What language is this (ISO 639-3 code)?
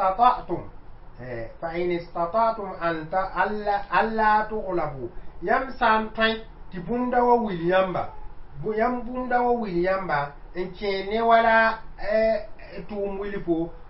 mos